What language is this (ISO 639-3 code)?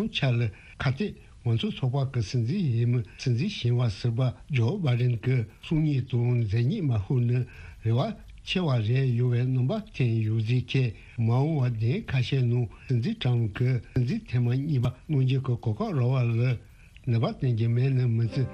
bod